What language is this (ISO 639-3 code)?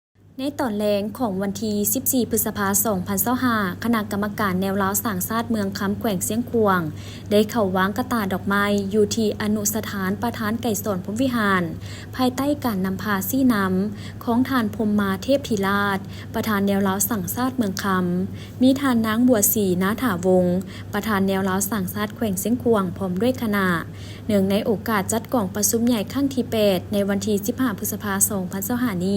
lao